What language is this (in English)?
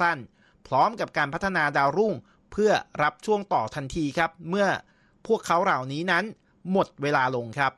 Thai